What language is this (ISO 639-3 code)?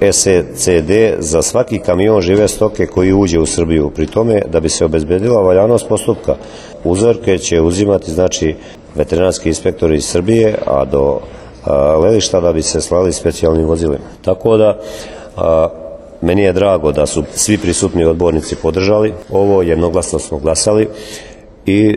srp